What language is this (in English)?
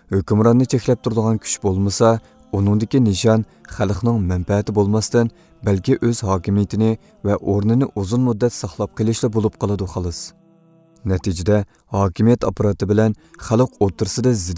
Uyghur